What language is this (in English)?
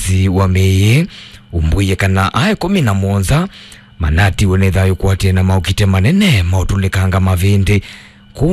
Kamba